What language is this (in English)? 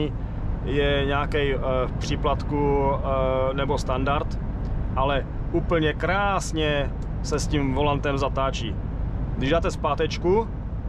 Czech